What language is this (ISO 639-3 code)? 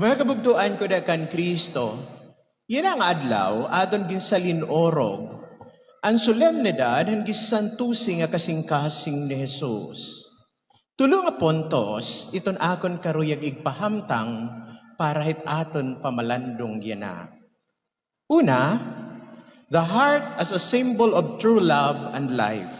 war